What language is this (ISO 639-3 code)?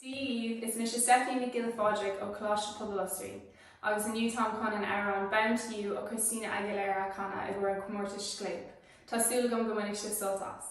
gle